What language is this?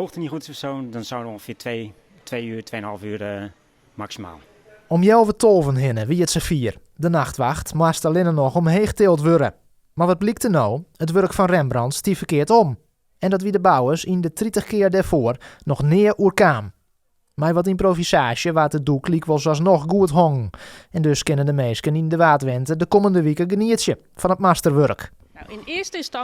Western Frisian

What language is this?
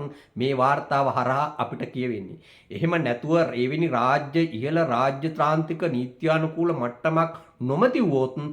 Sinhala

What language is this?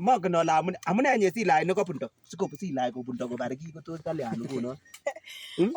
Kalenjin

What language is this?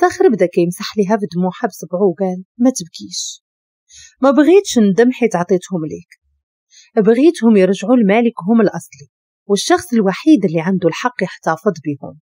Moroccan Arabic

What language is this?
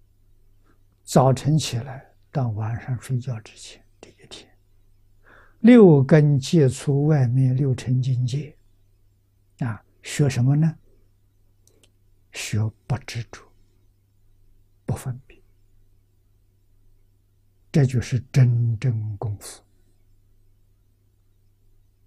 Chinese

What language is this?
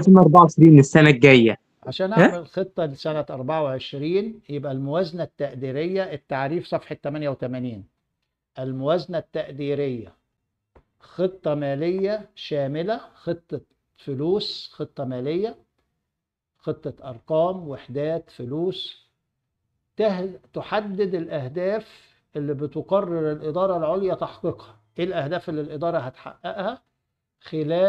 Egyptian Arabic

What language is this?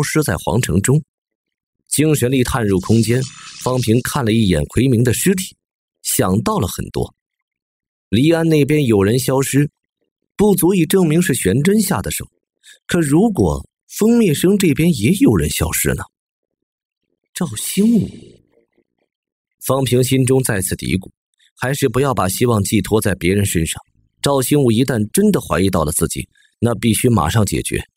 Chinese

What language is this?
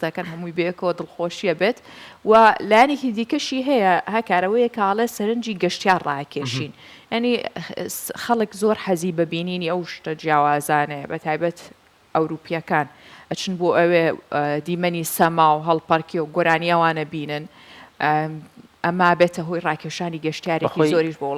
Central Kurdish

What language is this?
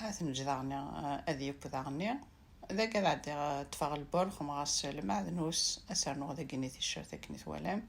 Kabyle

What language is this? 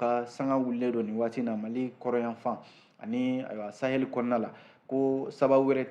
Bambara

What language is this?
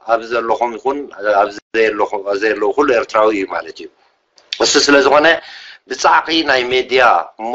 Tigrinya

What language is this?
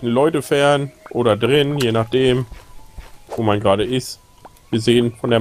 German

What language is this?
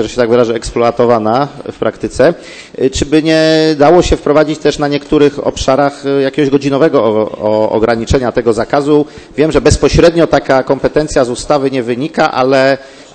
Polish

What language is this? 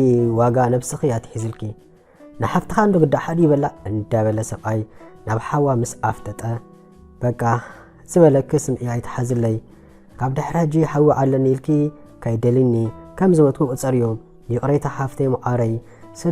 Tigrinya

